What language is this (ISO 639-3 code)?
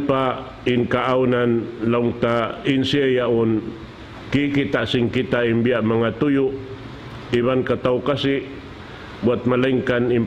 tsg